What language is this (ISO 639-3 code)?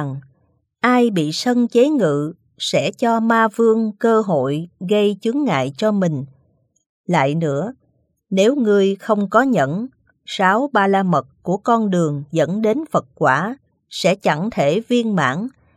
vie